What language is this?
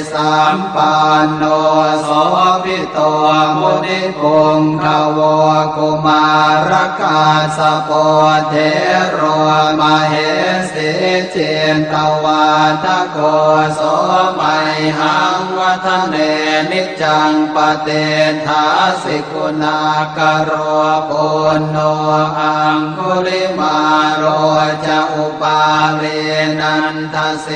Pali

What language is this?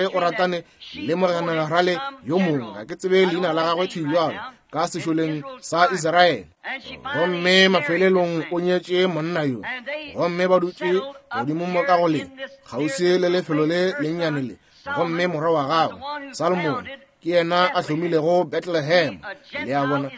Northern Sotho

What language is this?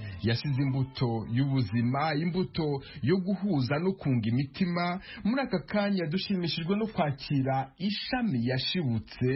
Kinyarwanda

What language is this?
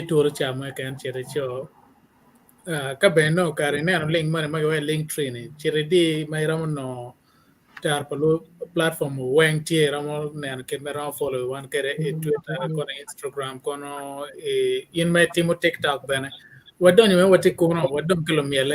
Acoli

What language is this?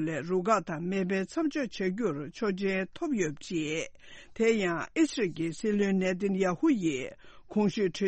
Tibetan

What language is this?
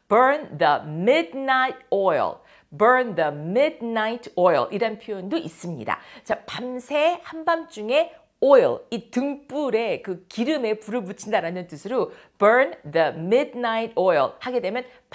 Korean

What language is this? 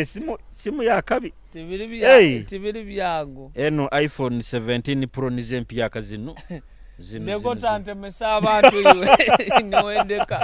Nyoro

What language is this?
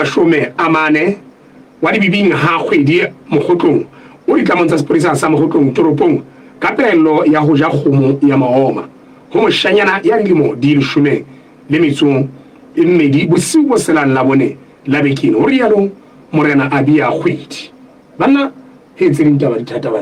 Southern Sotho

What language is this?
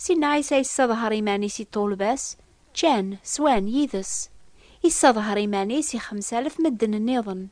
Kabyle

